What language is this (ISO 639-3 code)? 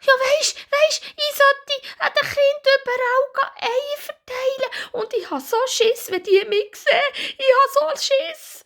gsw